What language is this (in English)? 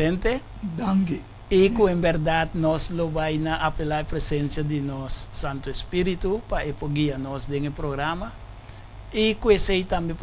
Papiamento